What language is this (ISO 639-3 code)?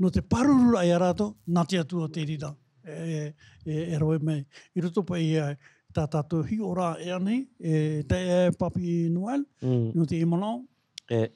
tah